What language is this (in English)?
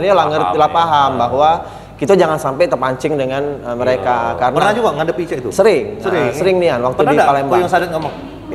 Musi